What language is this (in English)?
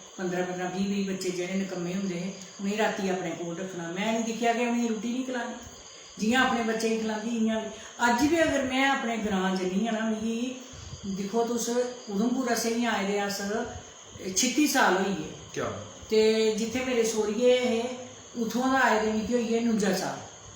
Dogri